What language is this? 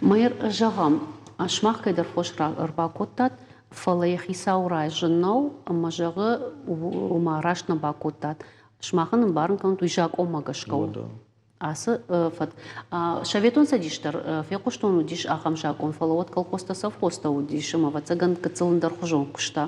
Ossetic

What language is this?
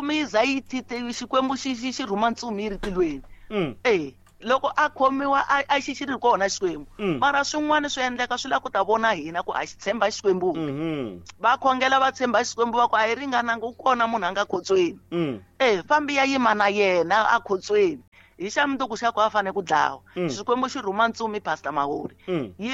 Tsonga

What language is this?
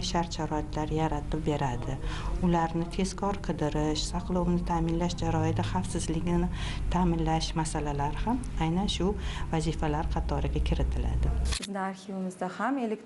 Uzbek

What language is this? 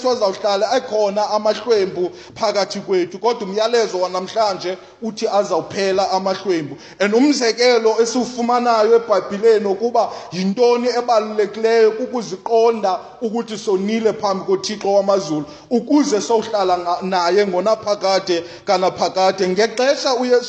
Xhosa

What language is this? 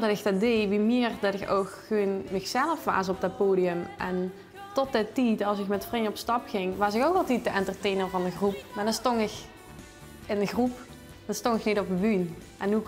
Limburgish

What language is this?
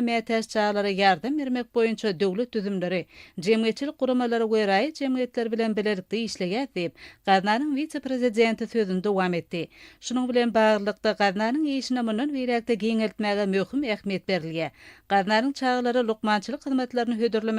Turkmen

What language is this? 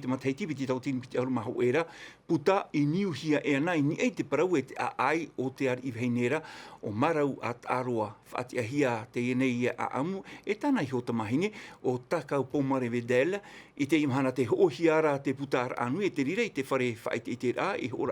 Tahitian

